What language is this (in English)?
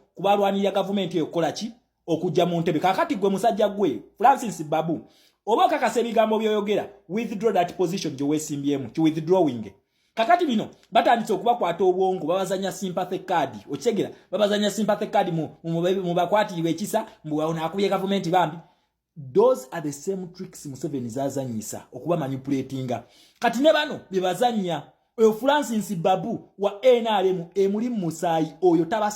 Ganda